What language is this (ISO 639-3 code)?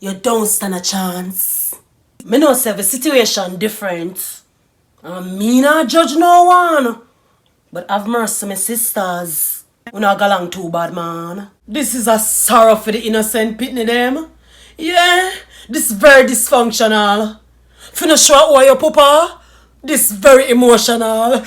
jam